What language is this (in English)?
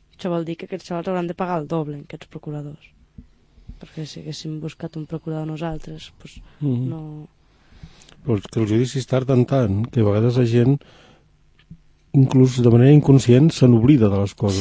Catalan